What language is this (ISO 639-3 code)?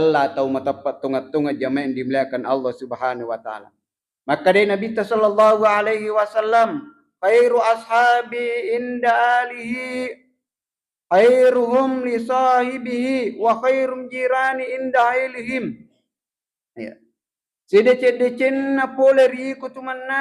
bug